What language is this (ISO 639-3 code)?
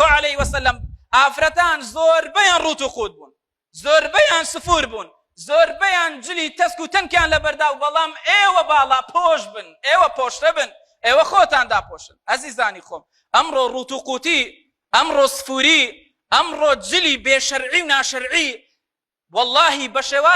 ckb